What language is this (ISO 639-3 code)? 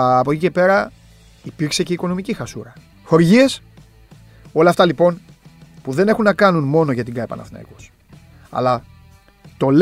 ell